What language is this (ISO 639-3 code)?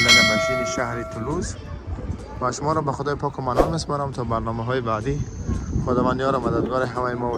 tgk